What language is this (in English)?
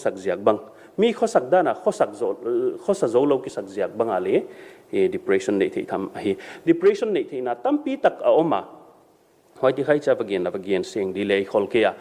Paite Chin